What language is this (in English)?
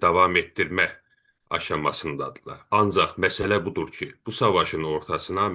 South Azerbaijani